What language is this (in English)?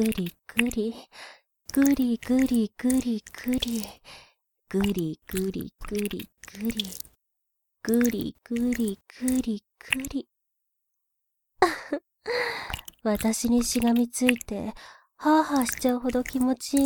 Japanese